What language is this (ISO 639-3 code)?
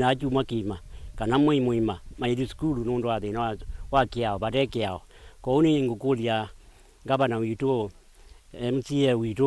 kam